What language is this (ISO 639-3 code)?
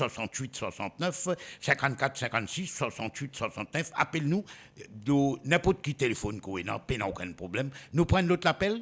mfe